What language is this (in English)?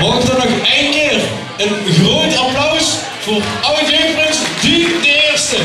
Limburgish